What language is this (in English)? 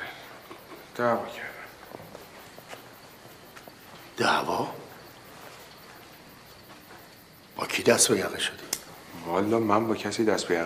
Persian